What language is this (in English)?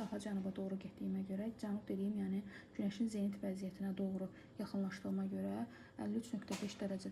Azerbaijani